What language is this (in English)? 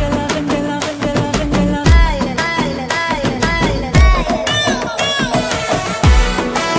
Telugu